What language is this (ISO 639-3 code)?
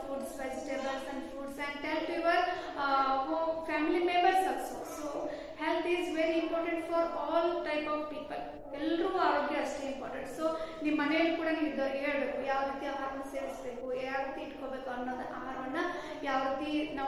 kan